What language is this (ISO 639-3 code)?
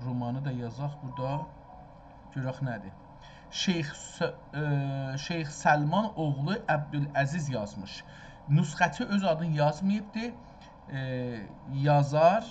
azb